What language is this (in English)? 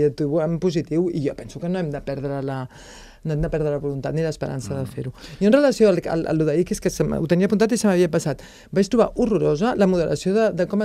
Catalan